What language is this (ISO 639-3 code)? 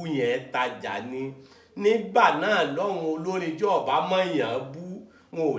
yor